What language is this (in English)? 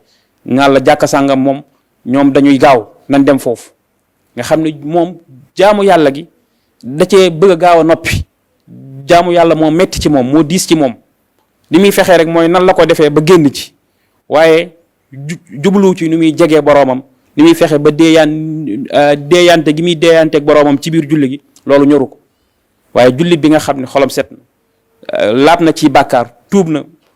Wolof